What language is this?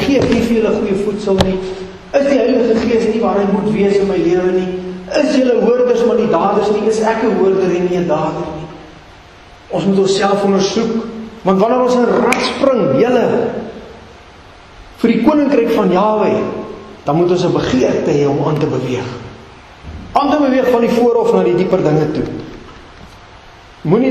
Afrikaans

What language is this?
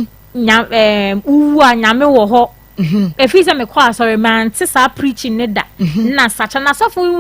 Akan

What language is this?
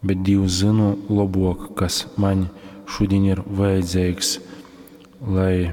Latgalian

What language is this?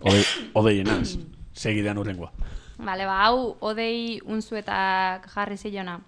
Basque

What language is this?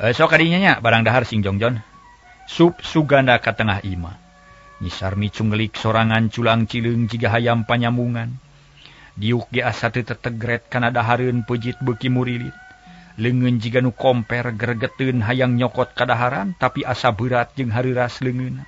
Sundanese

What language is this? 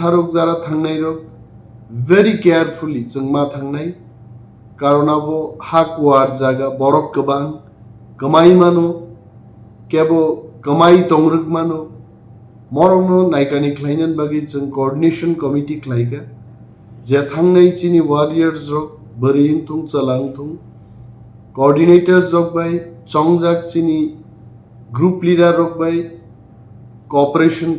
Kok Borok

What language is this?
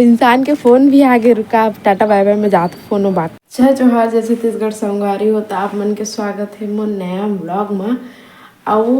Chhattisgarhi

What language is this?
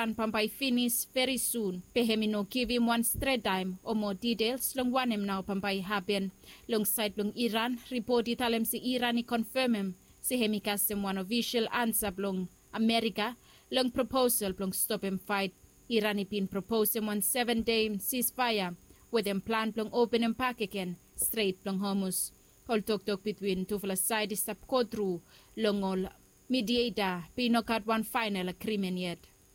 Bislama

